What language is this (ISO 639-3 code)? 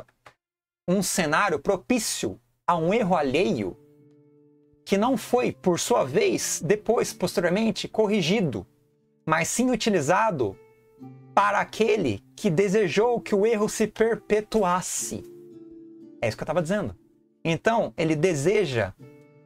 por